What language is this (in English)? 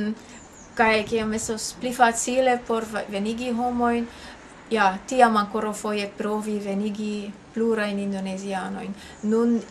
Esperanto